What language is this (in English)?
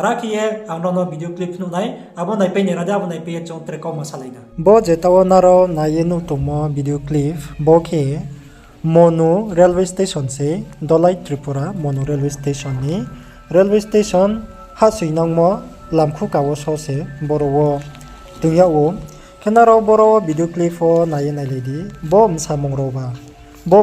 Riang (India)